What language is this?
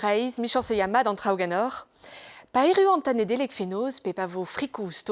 Breton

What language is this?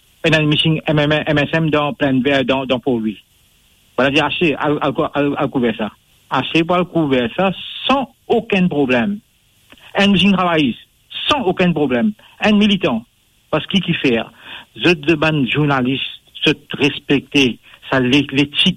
Morisyen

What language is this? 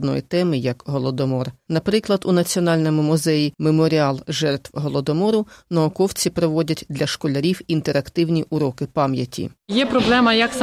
Ukrainian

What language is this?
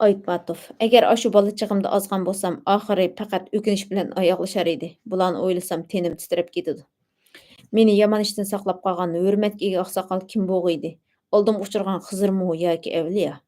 Uyghur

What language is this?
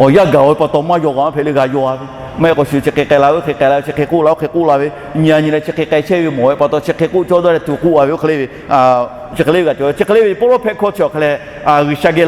Lahu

